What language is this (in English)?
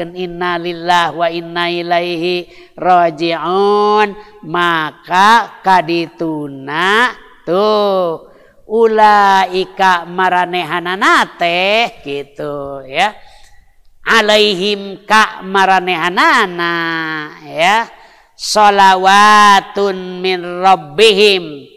Sundanese